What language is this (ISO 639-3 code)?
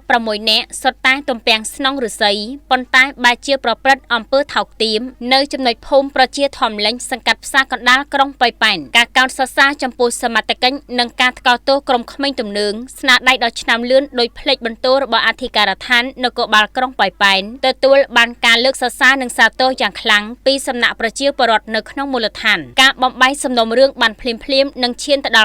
khm